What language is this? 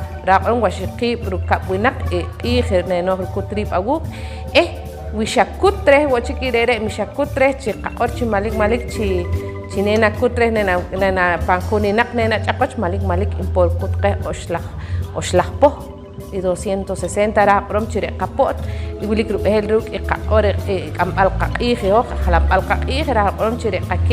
Poqomchi'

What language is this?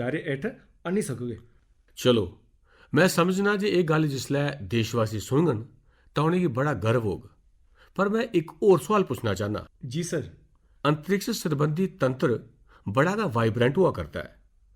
Dogri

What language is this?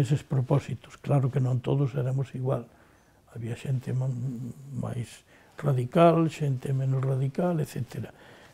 Galician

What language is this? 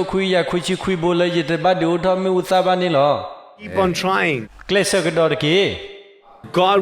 S'gaw Karen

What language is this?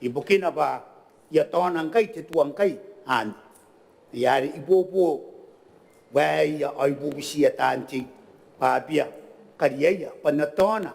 Gilbertese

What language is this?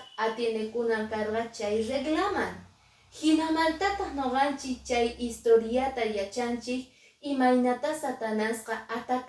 Quechua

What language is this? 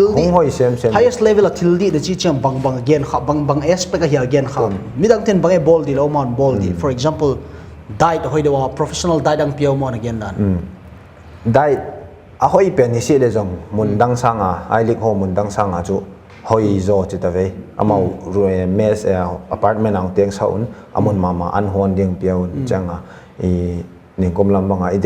Paite Chin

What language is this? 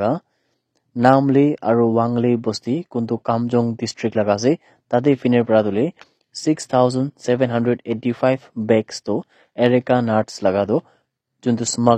Naga Pidgin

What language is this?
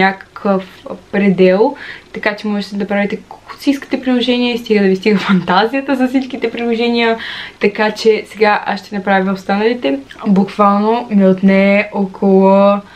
Bulgarian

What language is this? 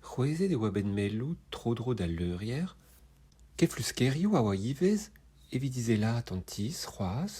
Breton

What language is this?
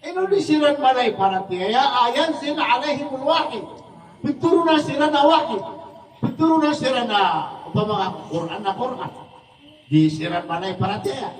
Maranao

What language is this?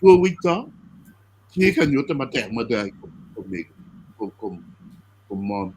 Acoli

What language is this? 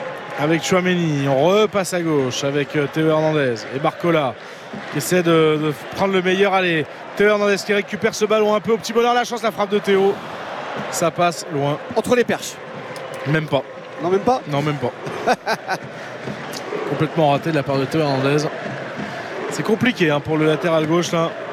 French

